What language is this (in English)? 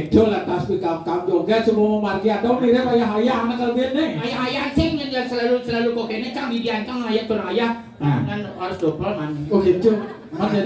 Balinese